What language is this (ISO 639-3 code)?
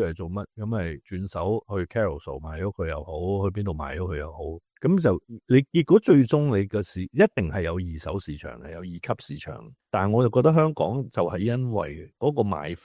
yue